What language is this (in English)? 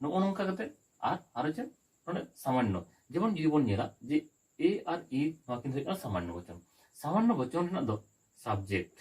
Santali